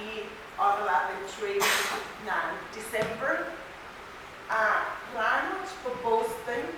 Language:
Pohnpeian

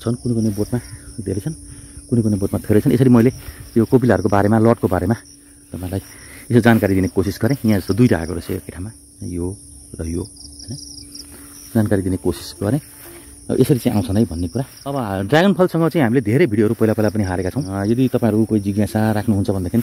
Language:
Nepali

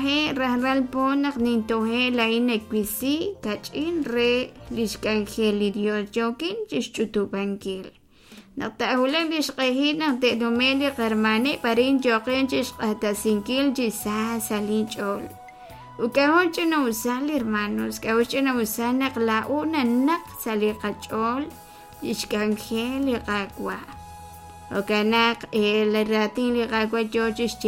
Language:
Kekchí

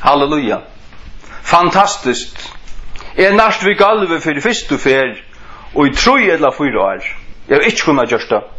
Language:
Faroese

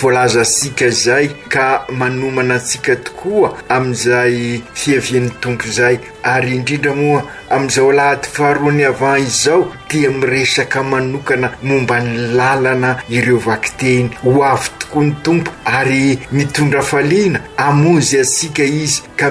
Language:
Malagasy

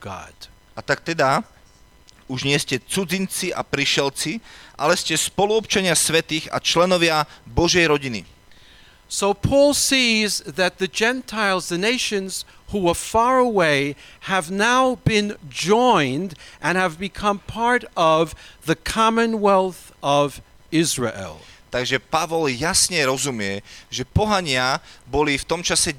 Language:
Slovak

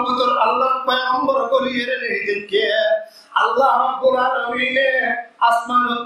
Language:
Rohingya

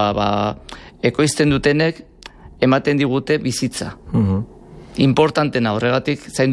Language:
Basque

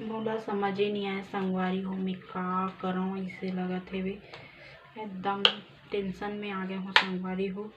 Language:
Chhattisgarhi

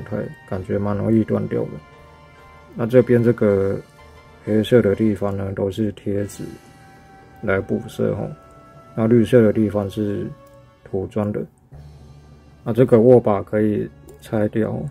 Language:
Chinese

